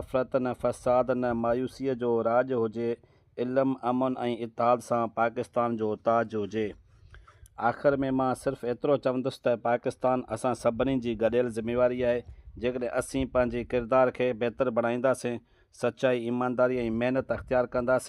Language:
Sindhi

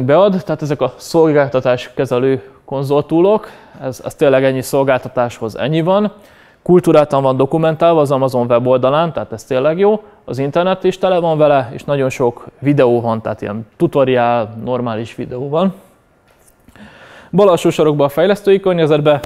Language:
Hungarian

